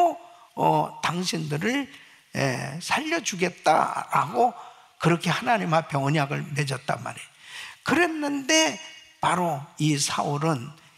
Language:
Korean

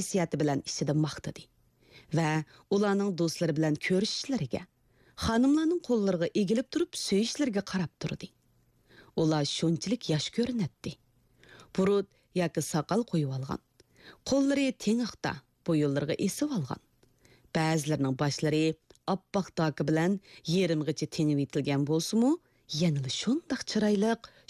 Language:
Uyghur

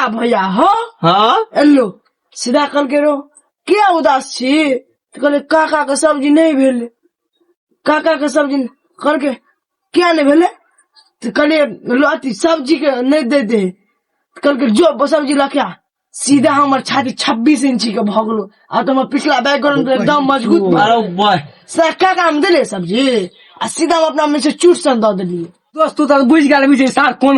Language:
Maithili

